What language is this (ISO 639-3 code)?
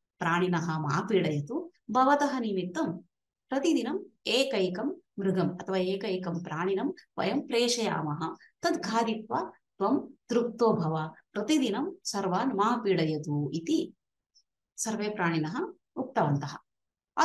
san